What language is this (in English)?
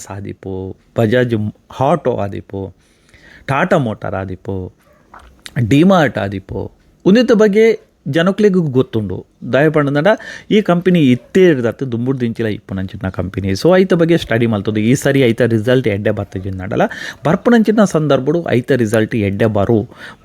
Tulu